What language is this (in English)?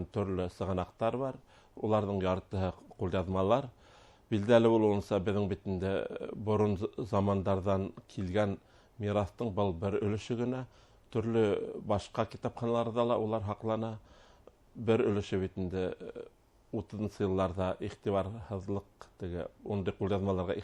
Bashkir